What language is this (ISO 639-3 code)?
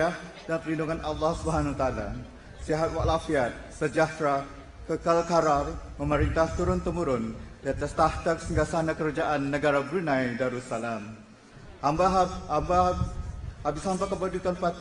msa